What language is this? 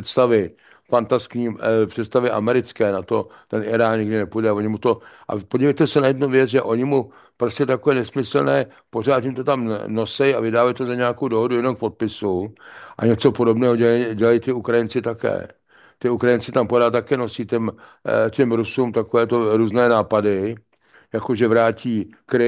Czech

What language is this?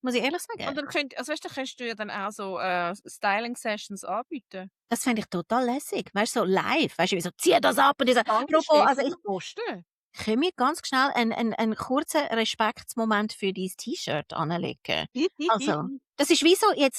Swiss German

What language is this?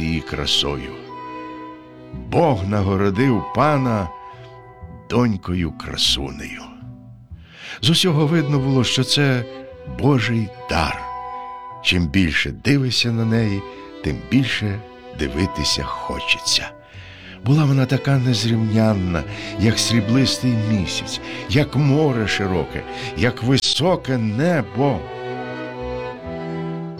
Ukrainian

